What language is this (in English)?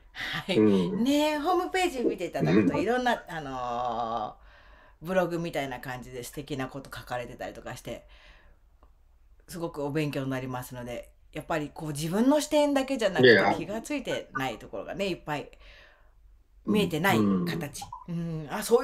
Japanese